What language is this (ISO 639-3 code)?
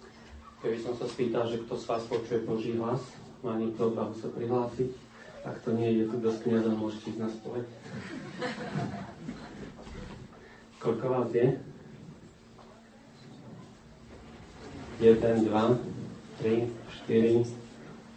slk